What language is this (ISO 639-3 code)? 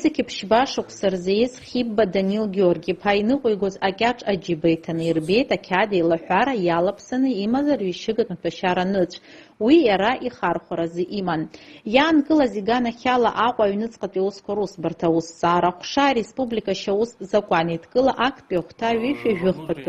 abk